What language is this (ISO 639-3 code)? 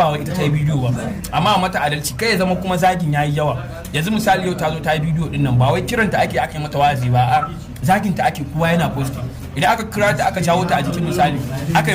hau